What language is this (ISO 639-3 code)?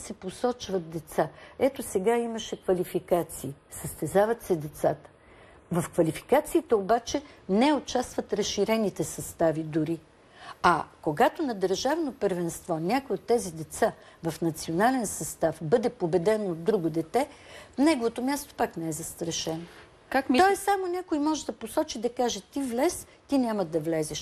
bul